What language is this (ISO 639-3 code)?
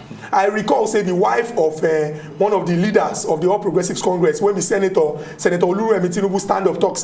pcm